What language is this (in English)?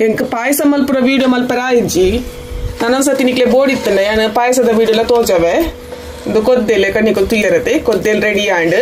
Tulu